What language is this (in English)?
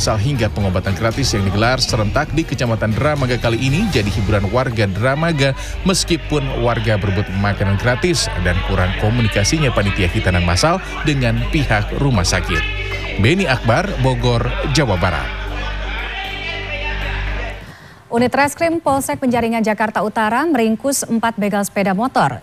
Indonesian